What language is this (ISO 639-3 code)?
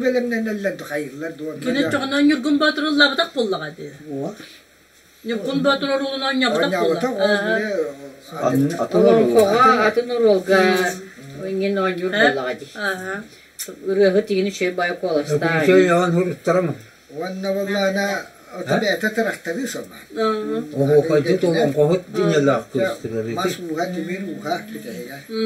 sah